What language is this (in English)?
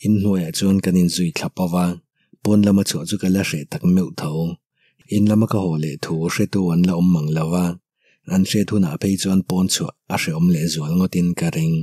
Mizo